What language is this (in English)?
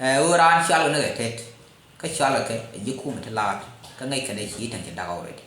Nuer